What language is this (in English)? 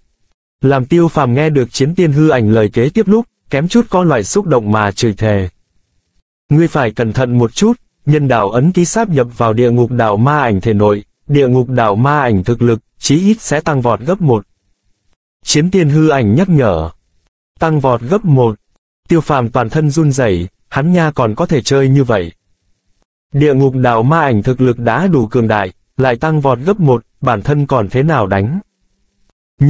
Vietnamese